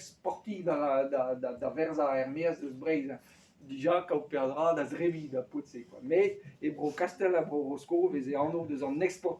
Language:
Breton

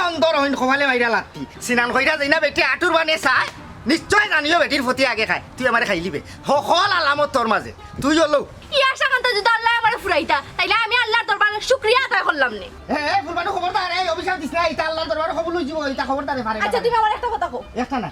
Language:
Sylheti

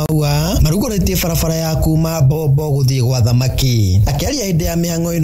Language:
Kikuyu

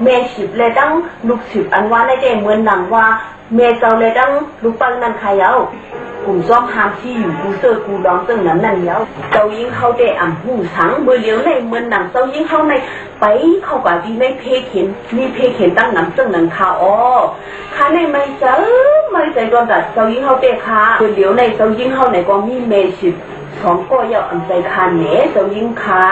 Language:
Shan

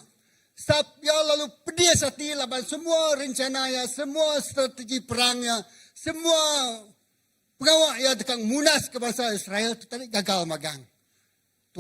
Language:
Iban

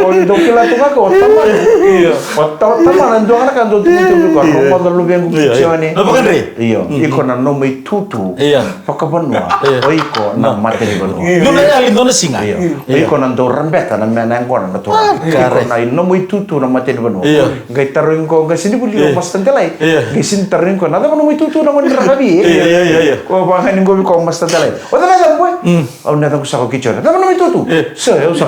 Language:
Fijian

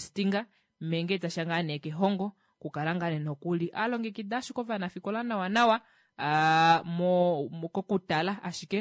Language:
Kuanyama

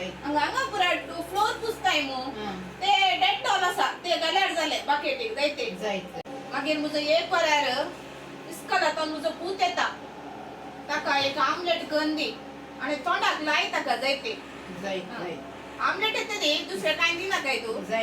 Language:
Konkani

